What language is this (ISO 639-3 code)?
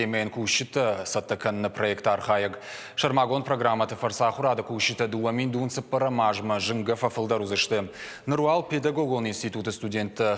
oss